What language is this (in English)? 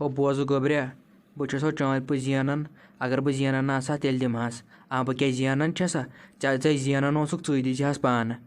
Kashmiri